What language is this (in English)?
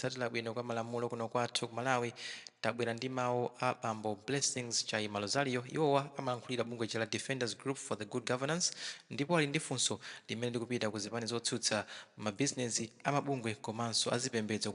Nyanja